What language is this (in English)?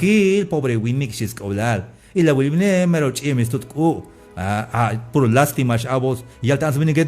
Tzeltal